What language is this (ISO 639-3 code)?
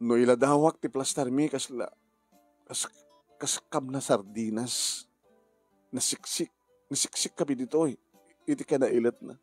ilo